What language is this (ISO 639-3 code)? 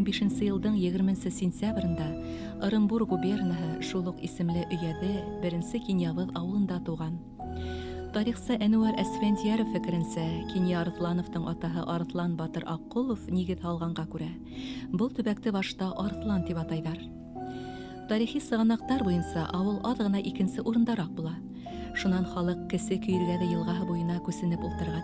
bak